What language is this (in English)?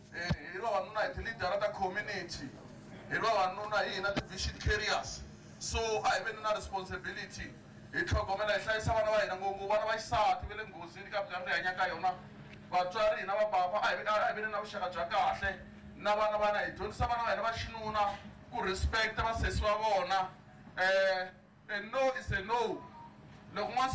Tsonga